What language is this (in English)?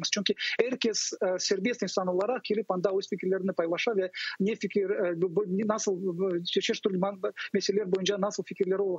Crimean Tatar